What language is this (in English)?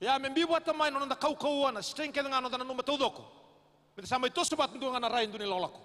Fijian